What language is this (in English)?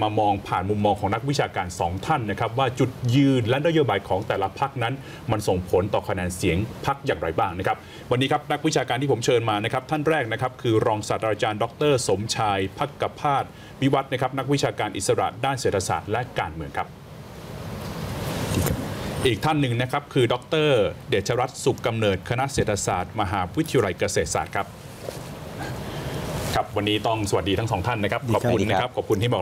Thai